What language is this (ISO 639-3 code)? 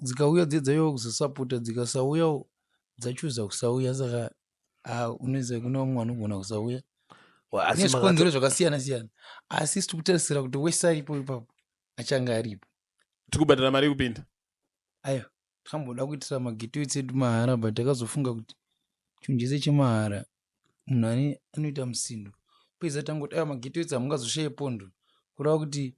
sna